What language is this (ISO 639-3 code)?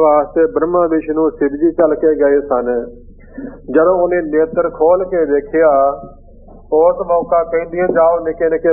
pan